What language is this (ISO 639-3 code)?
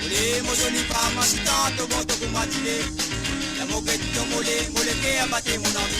mfe